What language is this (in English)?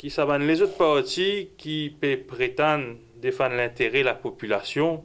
Morisyen